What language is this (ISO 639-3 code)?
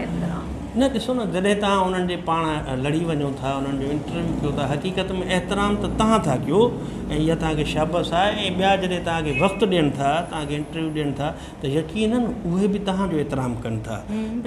snd